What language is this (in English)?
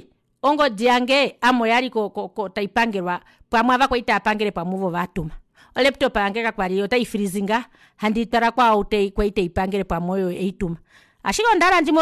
Kuanyama